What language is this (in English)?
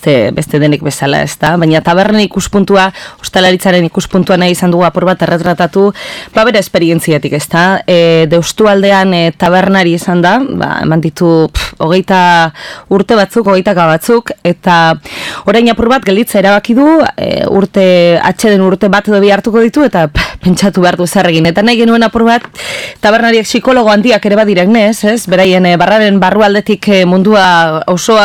Basque